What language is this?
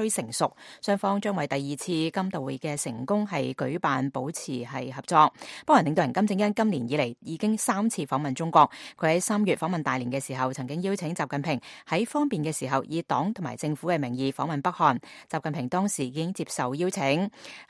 Cantonese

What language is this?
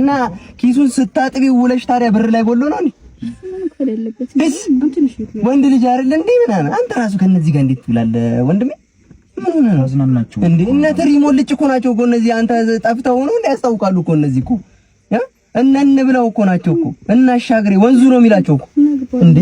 Amharic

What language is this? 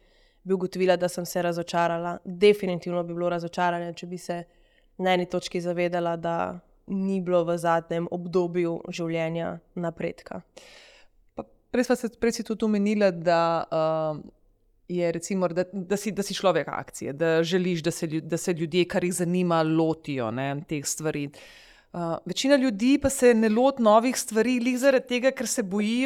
Slovenian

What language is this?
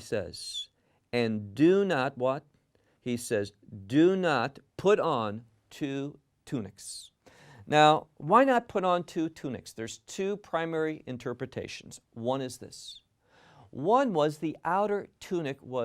English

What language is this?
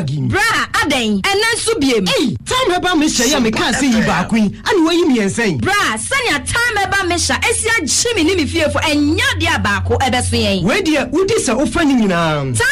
Akan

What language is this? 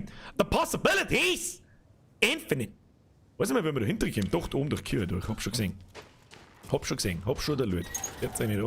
Bavarian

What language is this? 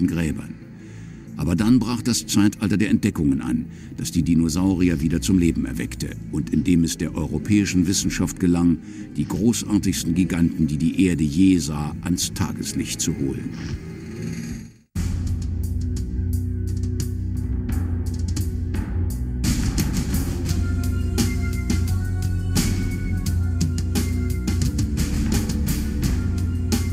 German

